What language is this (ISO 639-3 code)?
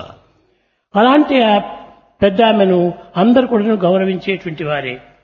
tel